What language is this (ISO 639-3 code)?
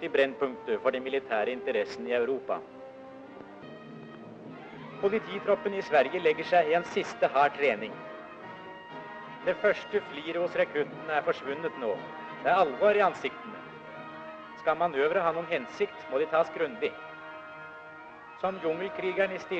nor